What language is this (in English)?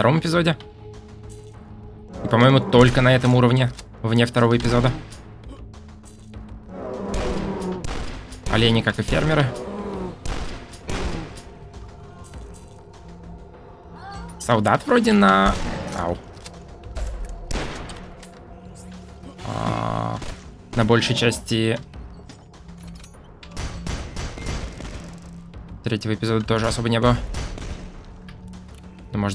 Russian